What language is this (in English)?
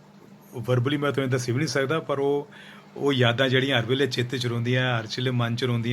Dogri